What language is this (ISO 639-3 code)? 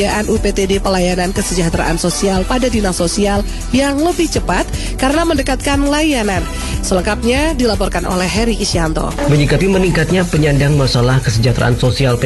ind